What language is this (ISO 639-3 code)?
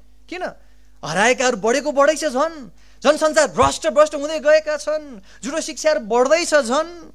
nep